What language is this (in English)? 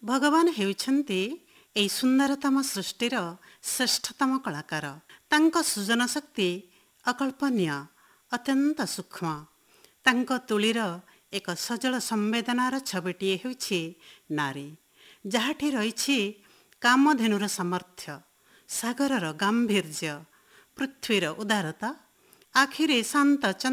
Odia